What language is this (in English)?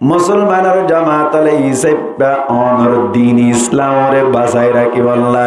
Rohingya